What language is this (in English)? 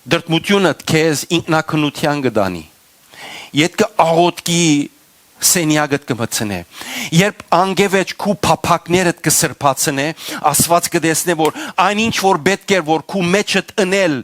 Western Armenian